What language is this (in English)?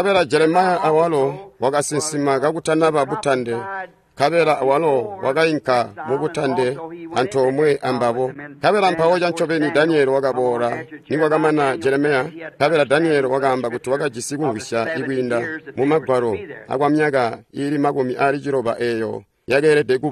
Tonga (Zambia)